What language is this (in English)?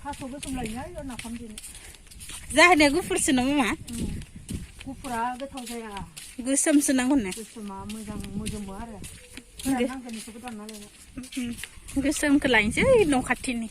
Bodo